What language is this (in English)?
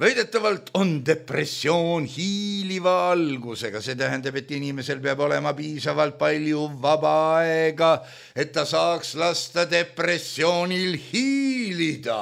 Estonian